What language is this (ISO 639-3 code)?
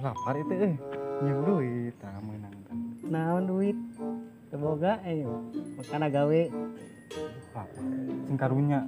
sun